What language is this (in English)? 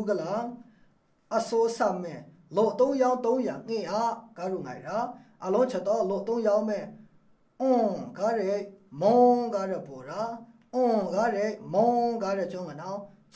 Maru